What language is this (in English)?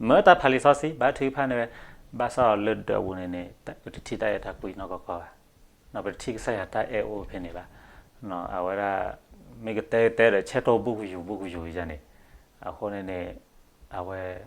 S'gaw Karen